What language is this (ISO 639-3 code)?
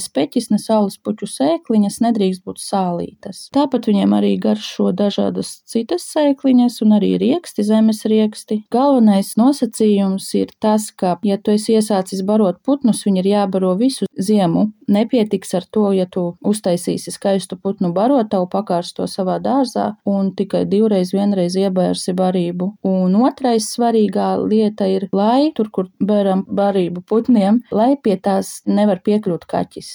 lav